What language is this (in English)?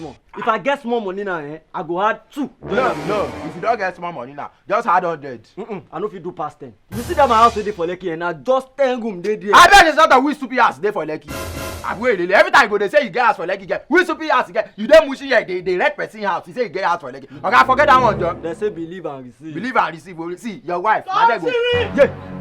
Nigerian Pidgin